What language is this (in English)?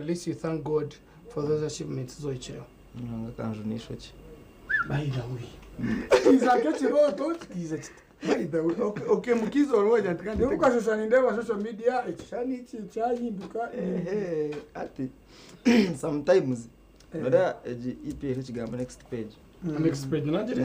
Nyankole